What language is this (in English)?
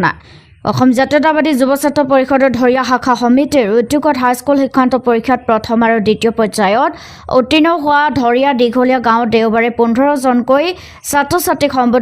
Assamese